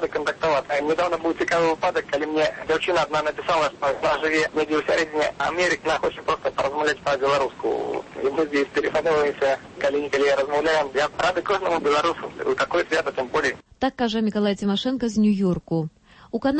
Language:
Belarusian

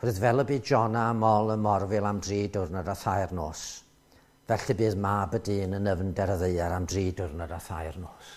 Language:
Welsh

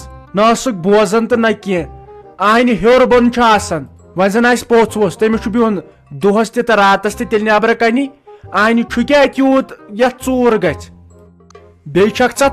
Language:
Kashmiri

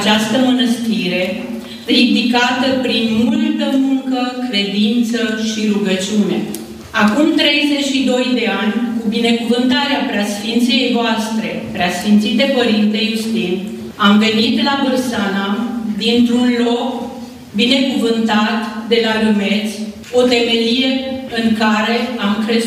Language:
Romanian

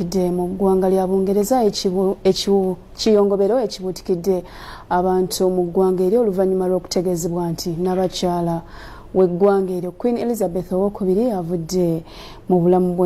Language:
Ganda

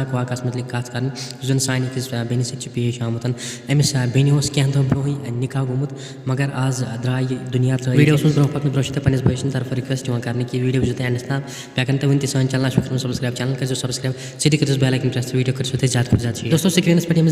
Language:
Kashmiri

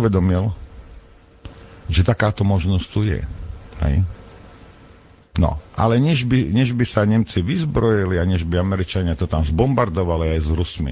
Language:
Slovak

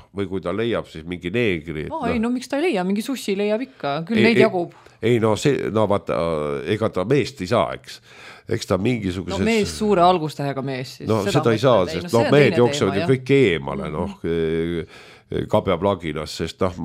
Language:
Estonian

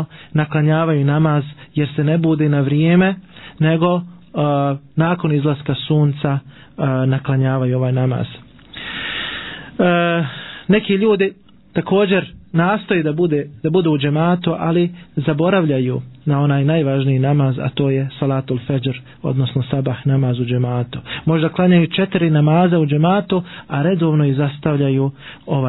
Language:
Bosnian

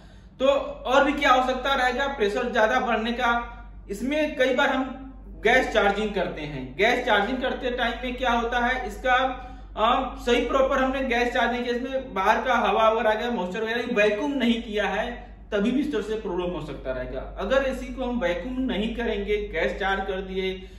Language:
Hindi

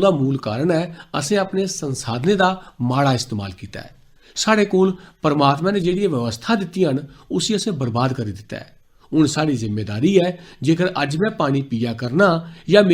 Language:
Dogri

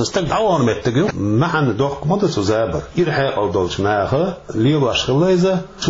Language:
Chechen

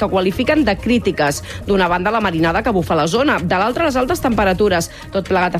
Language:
Catalan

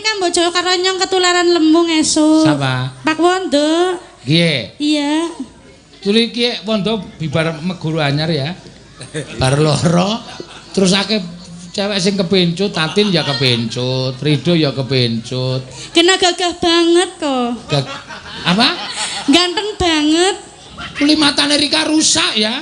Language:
Javanese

